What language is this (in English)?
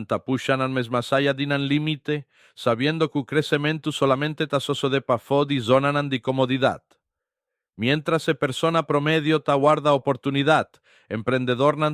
Papiamento